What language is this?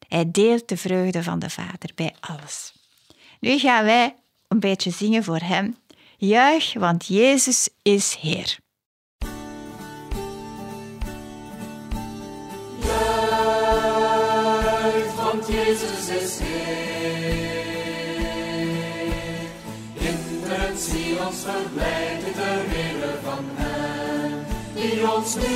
Dutch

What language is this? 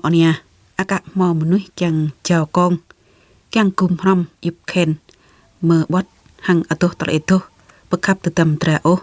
Jarai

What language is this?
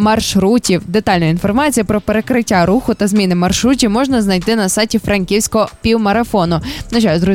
Ukrainian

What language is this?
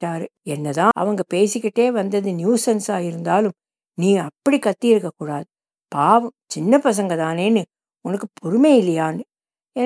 Tamil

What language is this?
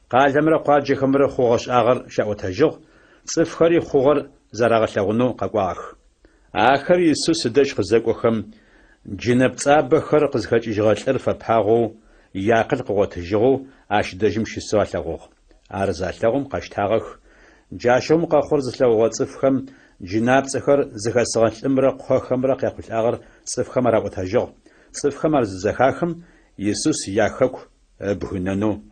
Adyghe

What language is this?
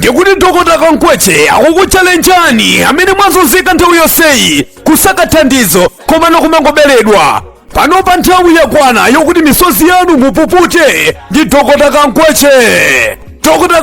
Nyanja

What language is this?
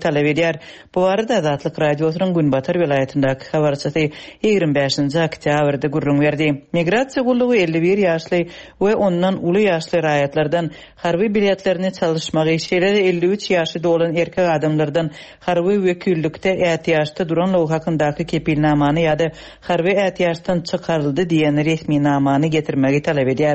Turkmen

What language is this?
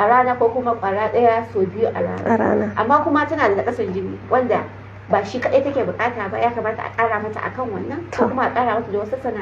Hausa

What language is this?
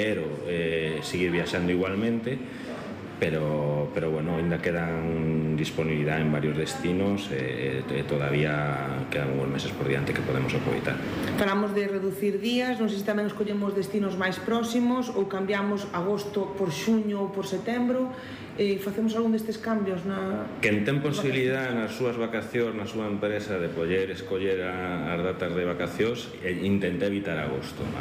Galician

